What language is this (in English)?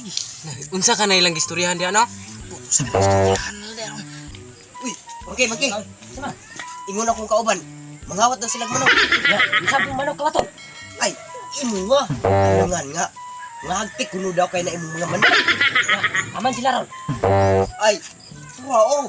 Cebuano